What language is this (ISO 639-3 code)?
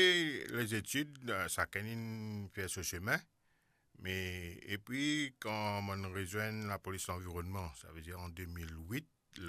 mfe